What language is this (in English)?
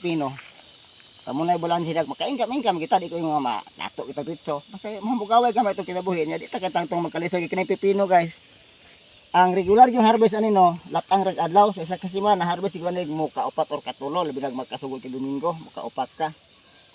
Cebuano